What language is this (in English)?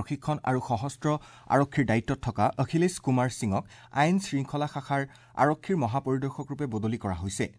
Assamese